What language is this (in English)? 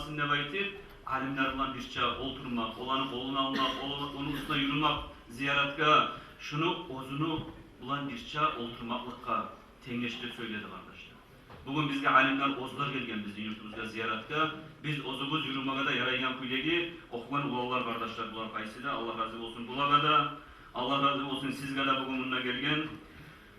Kumyk